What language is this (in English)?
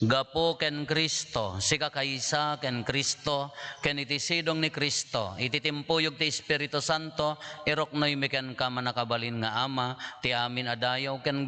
Iloko